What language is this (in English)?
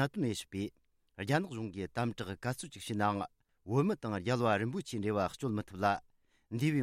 Tibetan